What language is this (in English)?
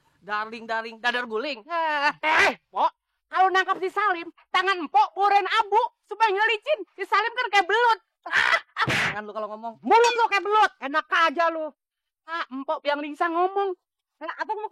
Betawi